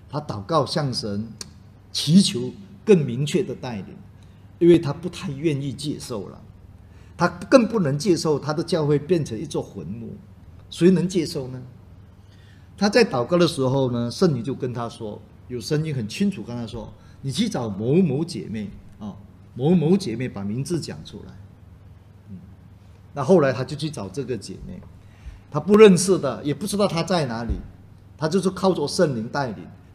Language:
Chinese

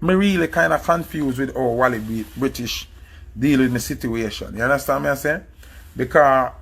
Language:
Jamaican Creole English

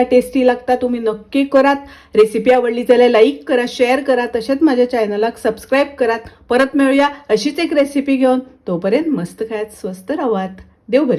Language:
Konkani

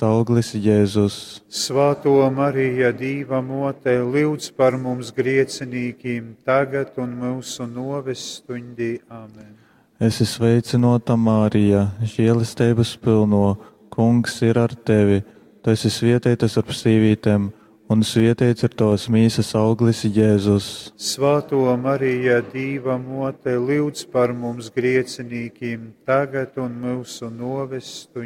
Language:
Latgalian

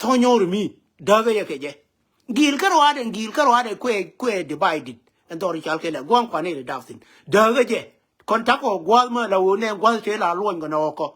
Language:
Nuer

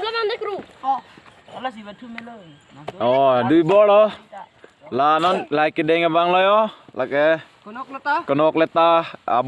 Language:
Karbi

